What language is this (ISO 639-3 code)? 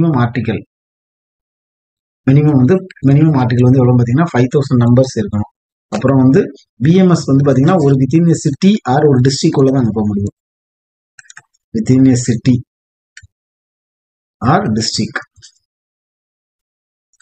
tam